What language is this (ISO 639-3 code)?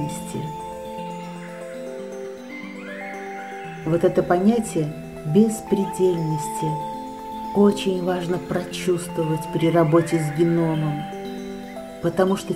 rus